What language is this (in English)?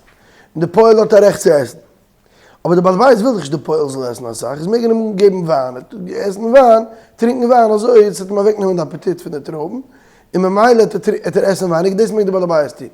Yiddish